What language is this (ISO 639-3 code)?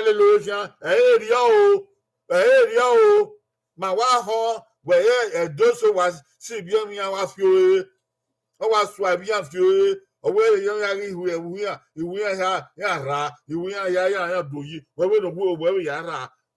bin